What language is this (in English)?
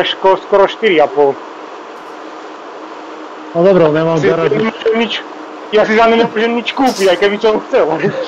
Slovak